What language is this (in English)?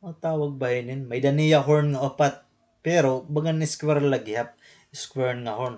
Waray